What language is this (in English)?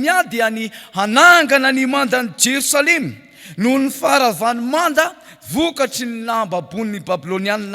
Malagasy